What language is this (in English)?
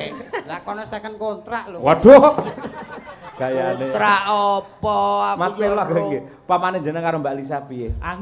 Javanese